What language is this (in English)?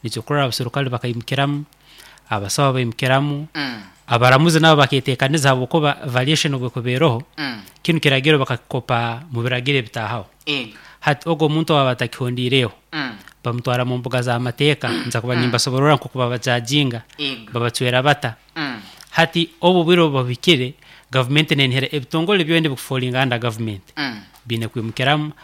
Nyoro